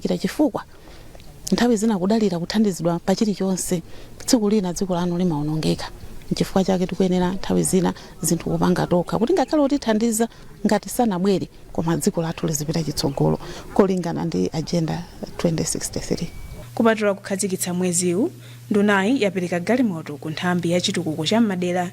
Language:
Nyanja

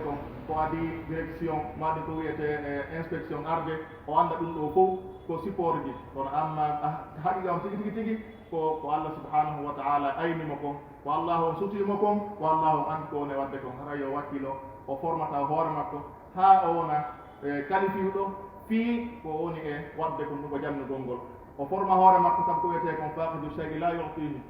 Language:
Fula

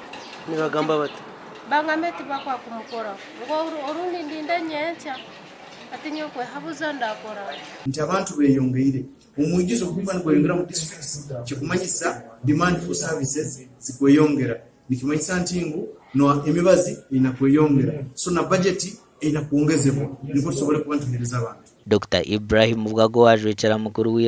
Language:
Nyankole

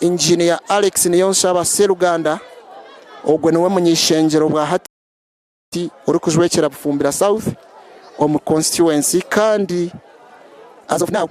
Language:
Nyankole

